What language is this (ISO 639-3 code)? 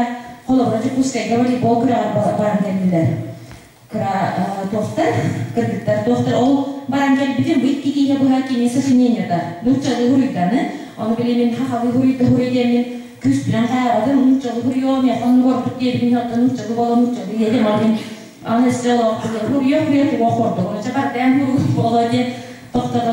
sah